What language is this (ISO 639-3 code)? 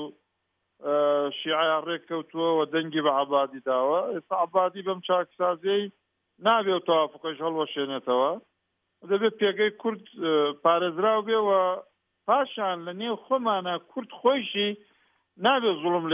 ckb